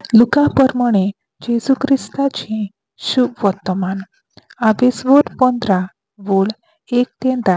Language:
Konkani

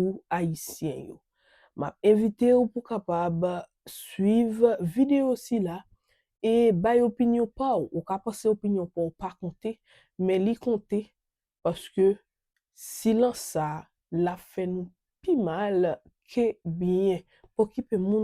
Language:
Haitian Creole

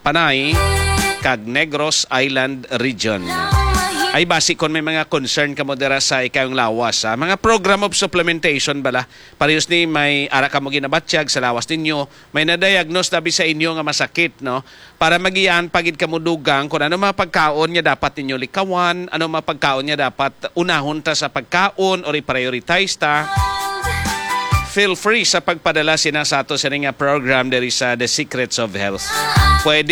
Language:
Hiligaynon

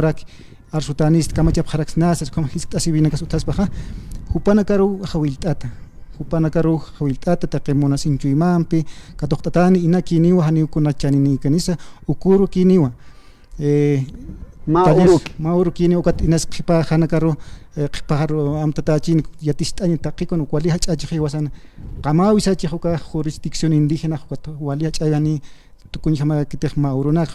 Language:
Aymara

